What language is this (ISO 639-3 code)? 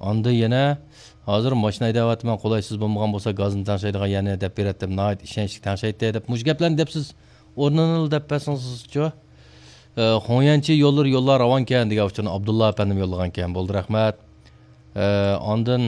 uig